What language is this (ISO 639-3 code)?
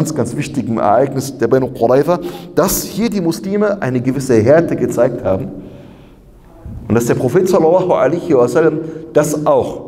deu